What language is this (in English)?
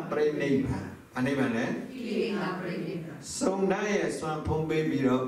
Burmese